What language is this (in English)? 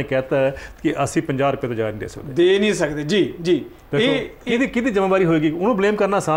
Punjabi